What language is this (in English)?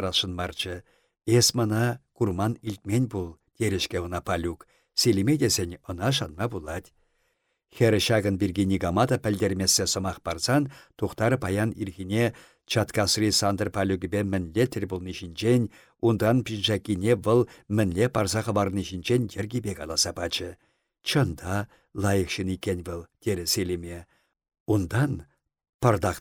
Chuvash